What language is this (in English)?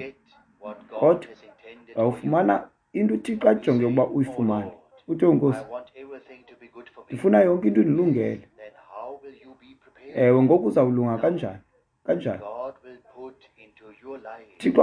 Xhosa